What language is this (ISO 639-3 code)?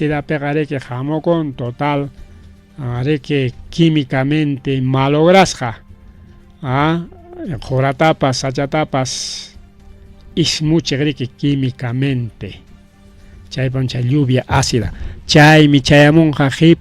quy